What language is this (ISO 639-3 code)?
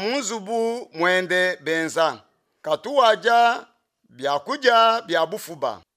lua